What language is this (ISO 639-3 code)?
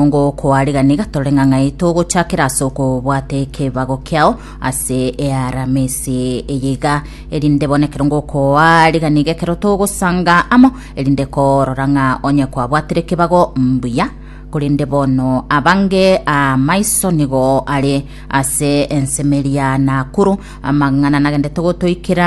guz